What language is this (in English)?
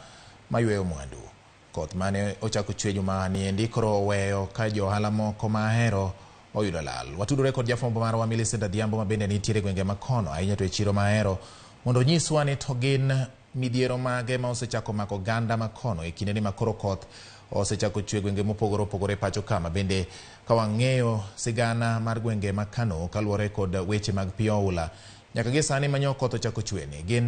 Luo (Kenya and Tanzania)